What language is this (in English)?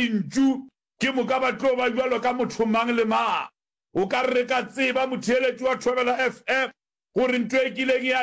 Northern Sotho